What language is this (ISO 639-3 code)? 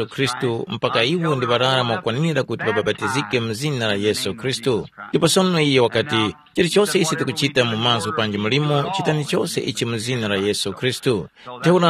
tum